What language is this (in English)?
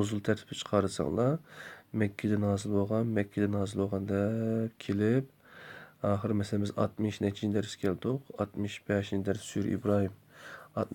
Uyghur